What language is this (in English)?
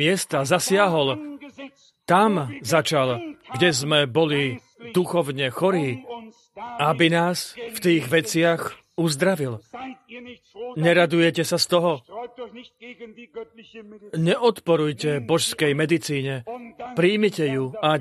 Slovak